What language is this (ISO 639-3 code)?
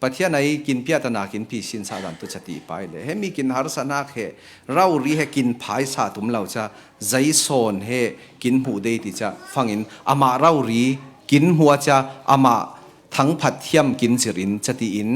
cfm